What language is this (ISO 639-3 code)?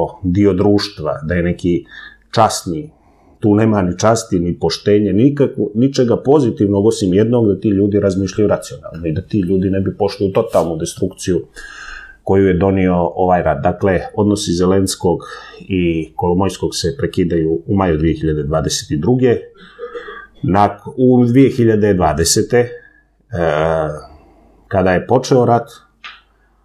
srp